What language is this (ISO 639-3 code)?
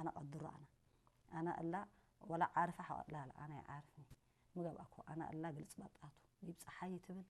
tig